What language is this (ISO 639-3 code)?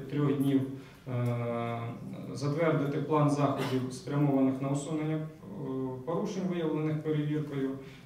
ukr